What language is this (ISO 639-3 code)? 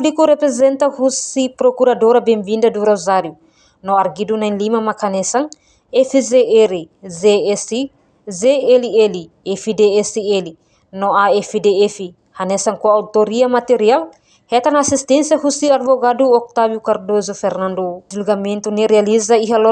tet